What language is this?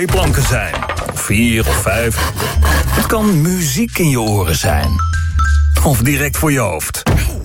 Dutch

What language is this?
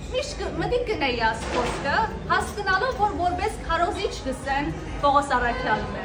Western Armenian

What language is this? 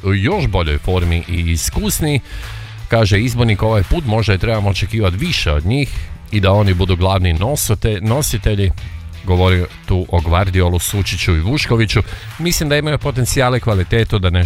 Croatian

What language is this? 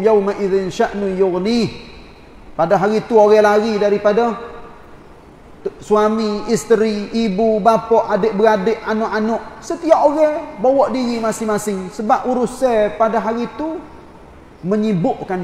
Malay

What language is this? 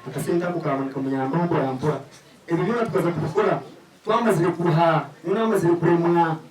Nyankole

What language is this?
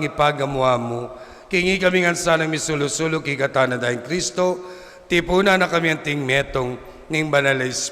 Pampanga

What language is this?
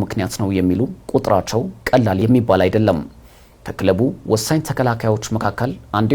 Amharic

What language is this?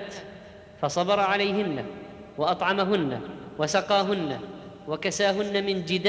Arabic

